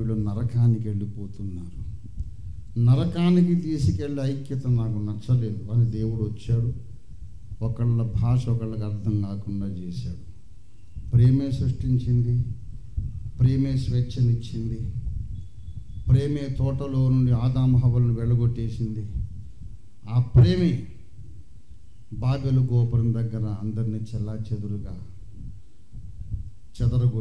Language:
Telugu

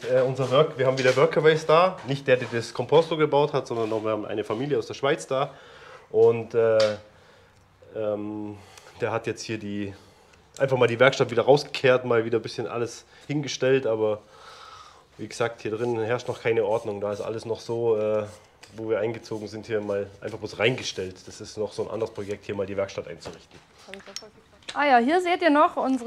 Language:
German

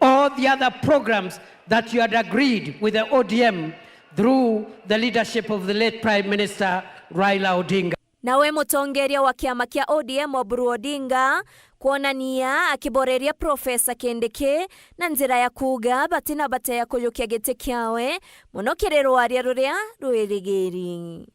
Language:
Meru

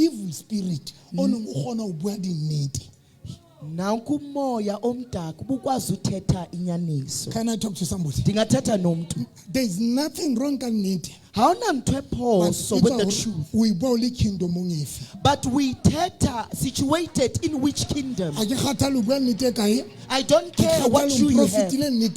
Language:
Southern Sotho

